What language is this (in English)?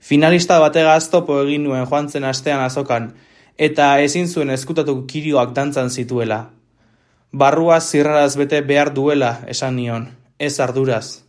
Basque